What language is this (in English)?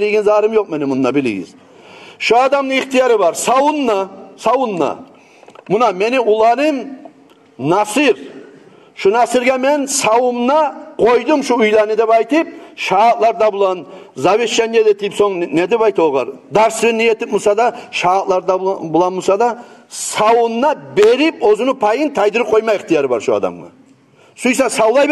Kumyk